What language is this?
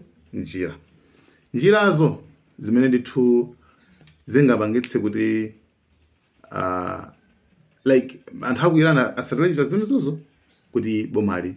Nyanja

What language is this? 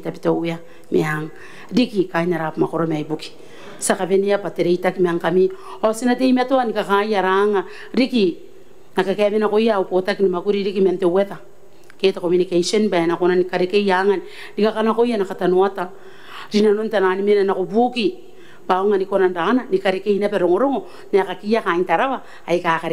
Gilbertese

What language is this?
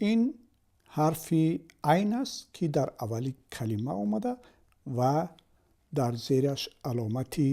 Tajik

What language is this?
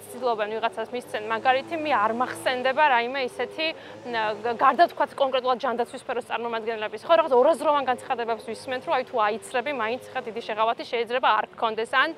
Georgian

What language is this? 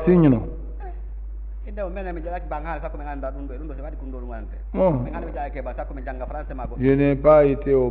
French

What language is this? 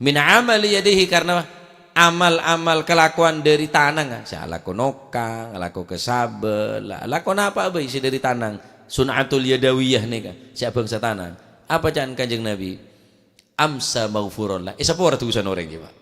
Madurese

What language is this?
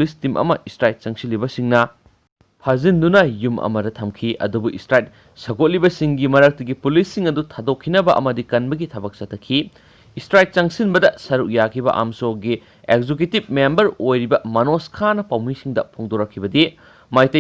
Manipuri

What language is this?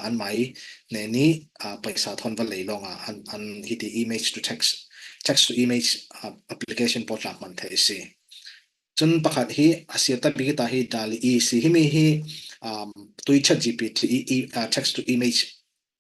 Falam Chin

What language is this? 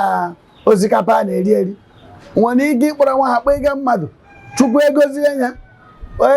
Igbo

